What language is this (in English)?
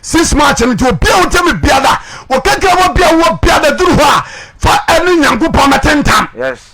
Akan